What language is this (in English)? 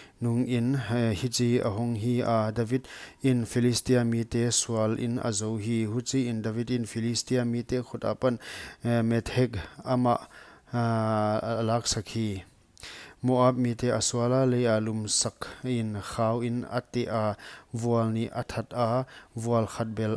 Paite Chin